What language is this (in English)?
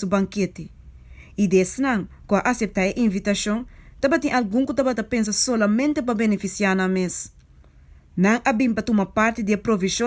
Papiamento